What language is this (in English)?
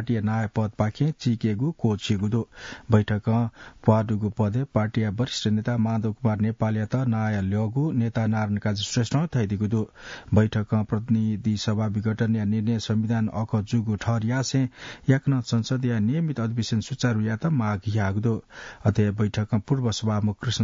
Newari